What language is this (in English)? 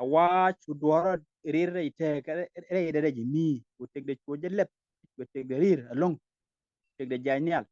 Nuer